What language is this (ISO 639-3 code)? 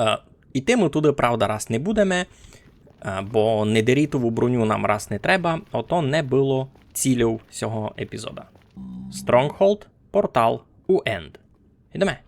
rue